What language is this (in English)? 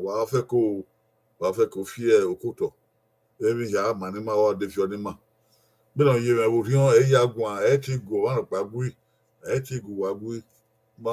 Bini